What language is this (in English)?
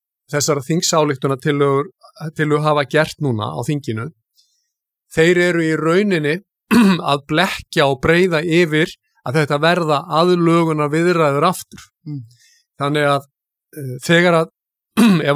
Icelandic